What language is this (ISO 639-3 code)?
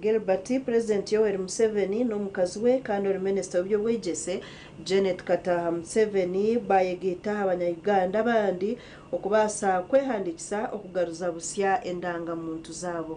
nyn